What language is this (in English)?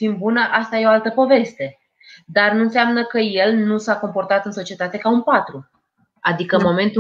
Romanian